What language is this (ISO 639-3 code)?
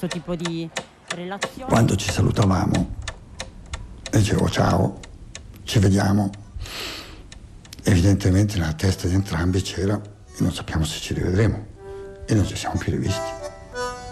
ita